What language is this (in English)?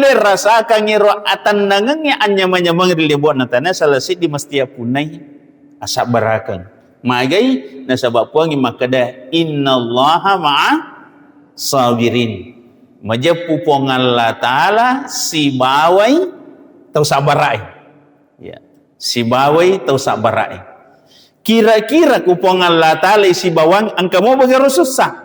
Buginese